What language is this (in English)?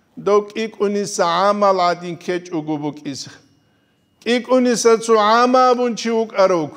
Avaric